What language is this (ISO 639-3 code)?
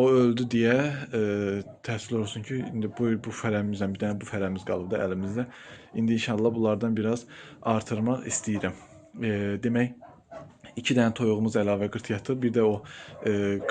aze